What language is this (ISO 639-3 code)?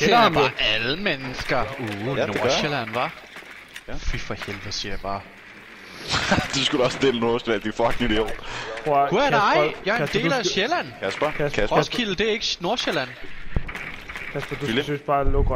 dan